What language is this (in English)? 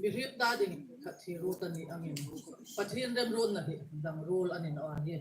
Hmar